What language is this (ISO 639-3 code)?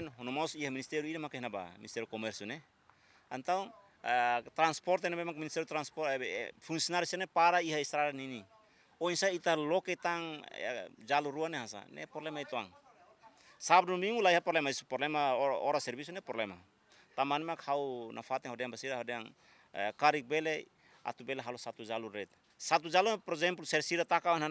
tet